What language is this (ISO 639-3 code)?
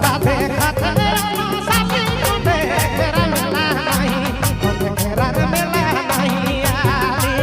sck